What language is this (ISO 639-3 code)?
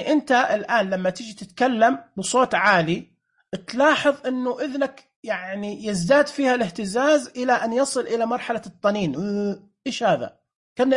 ars